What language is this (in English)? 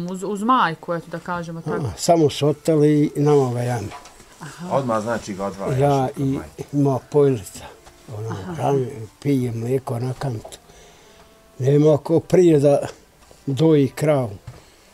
Bosnian